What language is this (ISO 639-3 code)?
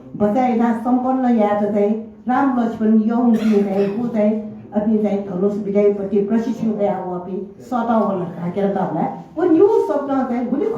new